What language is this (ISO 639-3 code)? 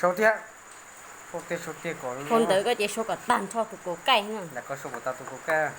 hmn